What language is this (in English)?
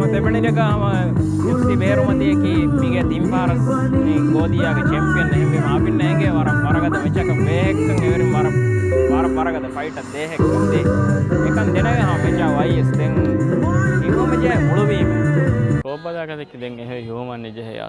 Divehi